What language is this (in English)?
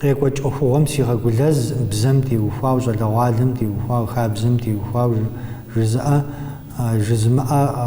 Kabardian